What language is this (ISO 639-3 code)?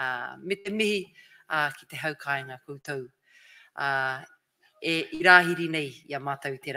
mri